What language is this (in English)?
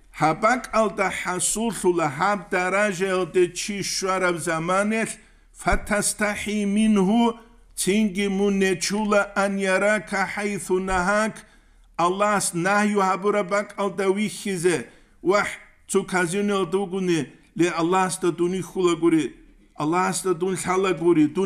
Avaric